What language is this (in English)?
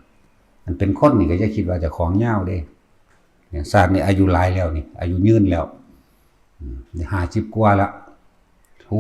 Northeastern Thai